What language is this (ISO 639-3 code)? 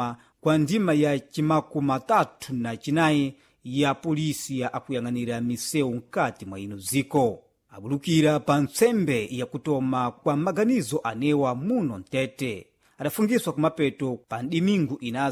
seh